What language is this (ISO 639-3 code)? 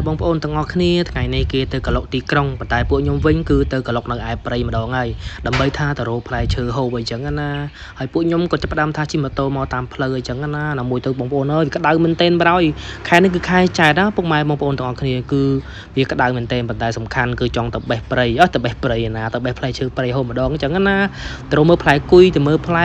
khm